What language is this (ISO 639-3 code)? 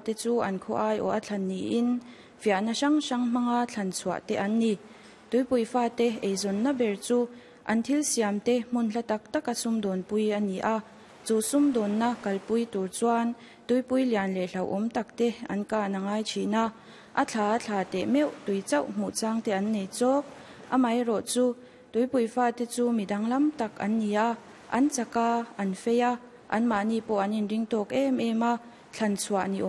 lus